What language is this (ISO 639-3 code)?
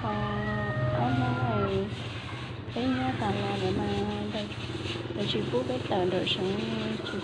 hmn